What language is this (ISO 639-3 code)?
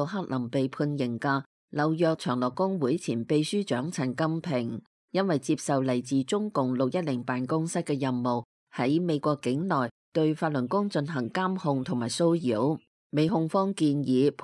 yue